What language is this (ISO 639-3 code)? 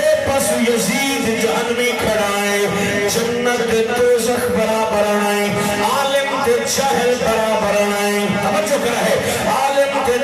skr